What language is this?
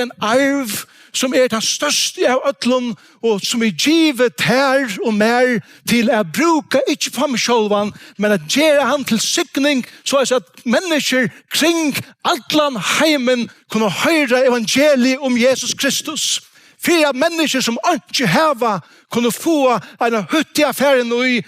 Faroese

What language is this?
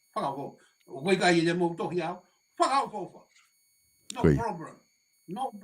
Tongan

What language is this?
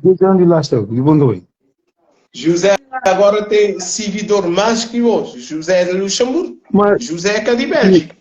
Kabuverdianu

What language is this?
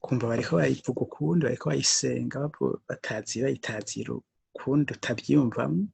Rundi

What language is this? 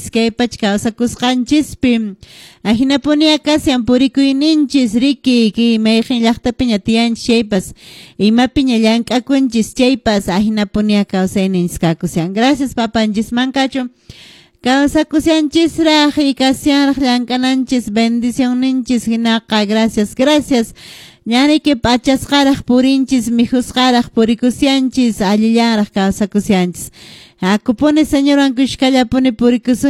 Quechua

